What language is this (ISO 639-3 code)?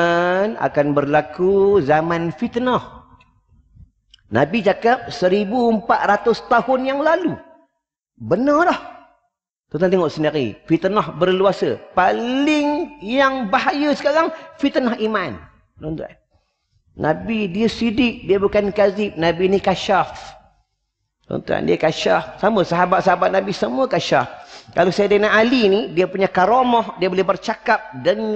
msa